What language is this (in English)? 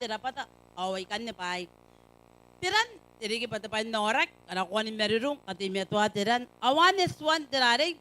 Gilbertese